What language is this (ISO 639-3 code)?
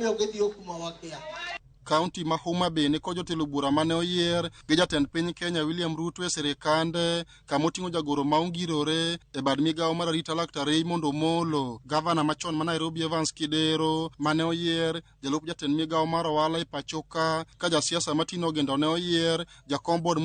luo